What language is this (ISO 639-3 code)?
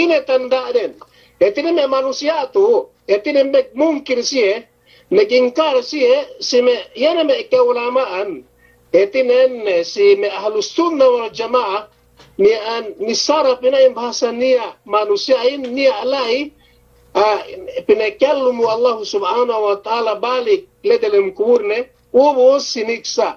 yka